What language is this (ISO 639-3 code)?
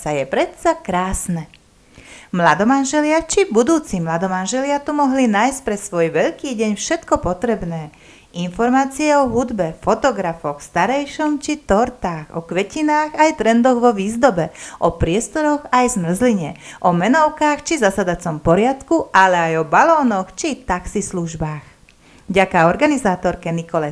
slk